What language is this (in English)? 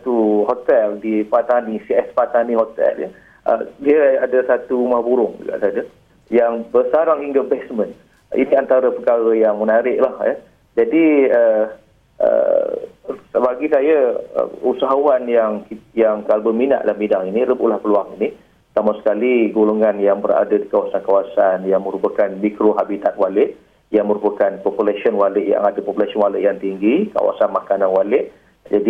Malay